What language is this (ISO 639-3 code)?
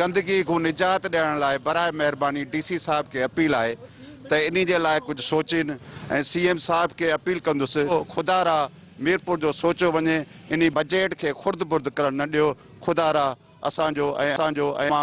snd